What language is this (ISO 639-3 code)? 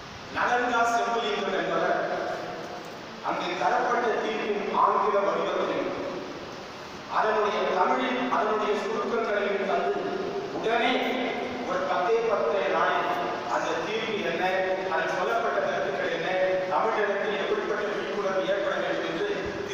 tam